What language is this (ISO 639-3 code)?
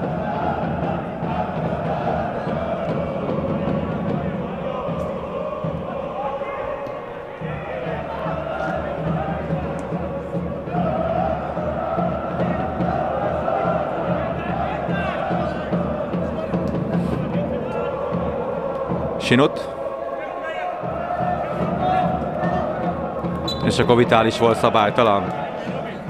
hun